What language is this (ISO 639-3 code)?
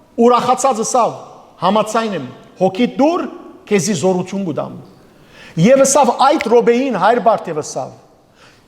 hyw